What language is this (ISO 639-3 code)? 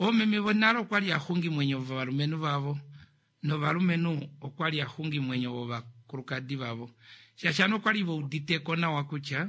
kua